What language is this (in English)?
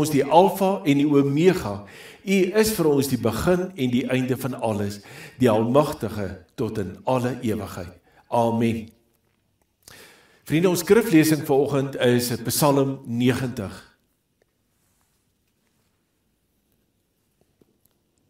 Afrikaans